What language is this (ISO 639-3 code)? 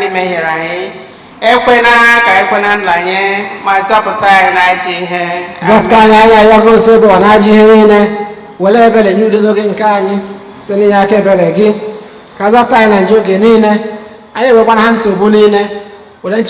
ibo